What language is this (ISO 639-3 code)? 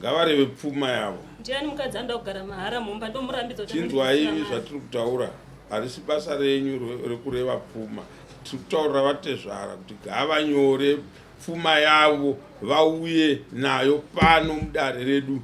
sna